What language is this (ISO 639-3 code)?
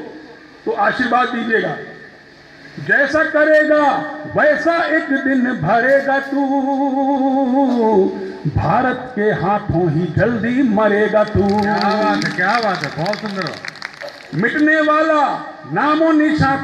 hin